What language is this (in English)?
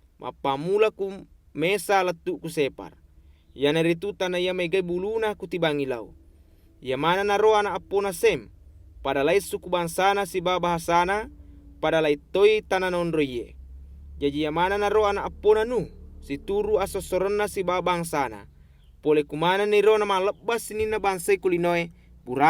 Buginese